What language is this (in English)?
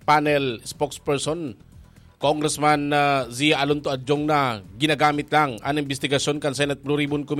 Bikol